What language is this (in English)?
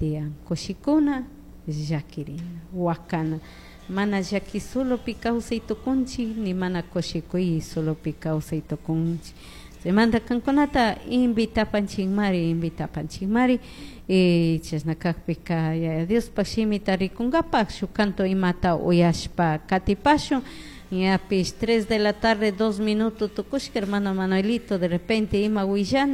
Chimborazo Highland Quichua